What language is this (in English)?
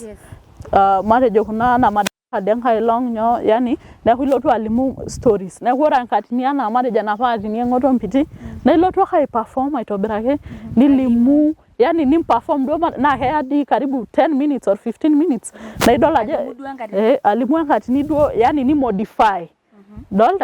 Masai